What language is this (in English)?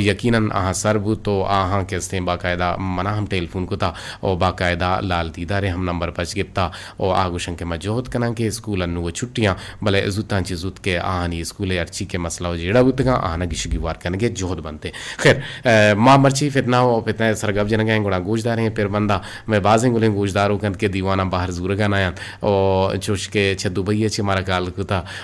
Eastern Balochi